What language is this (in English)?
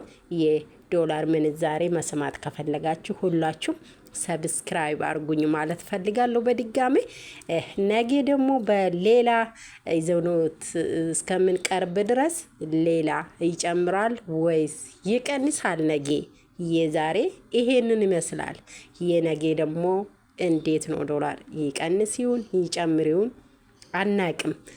Amharic